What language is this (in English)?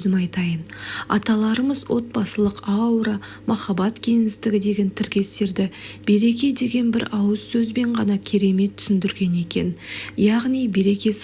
Kazakh